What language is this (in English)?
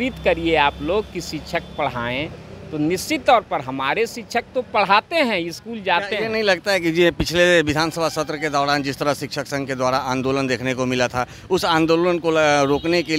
Hindi